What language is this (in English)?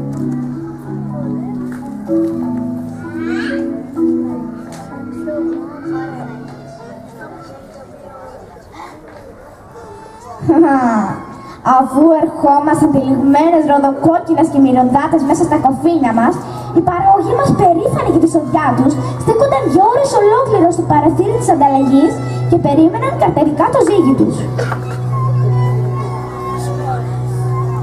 Greek